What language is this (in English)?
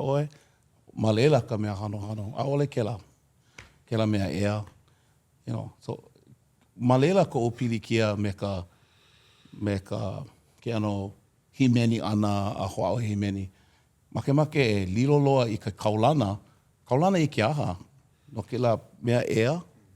Hawaiian